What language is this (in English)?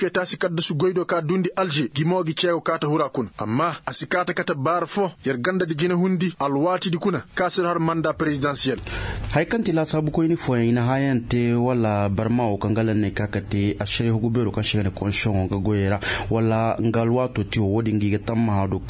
Koyraboro Senni